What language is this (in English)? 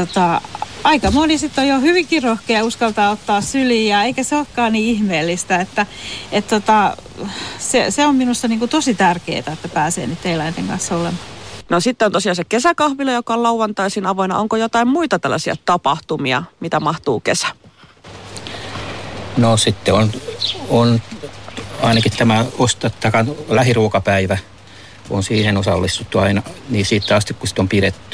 Finnish